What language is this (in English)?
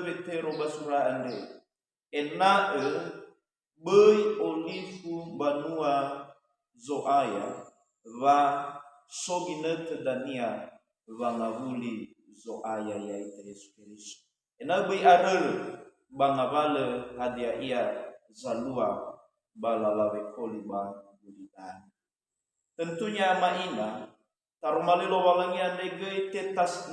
Nias